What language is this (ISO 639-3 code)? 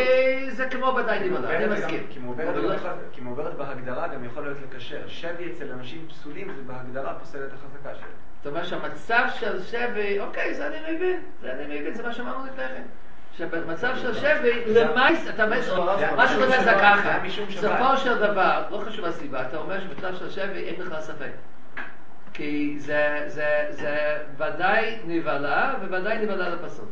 heb